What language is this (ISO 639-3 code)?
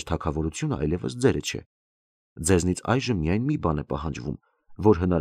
hye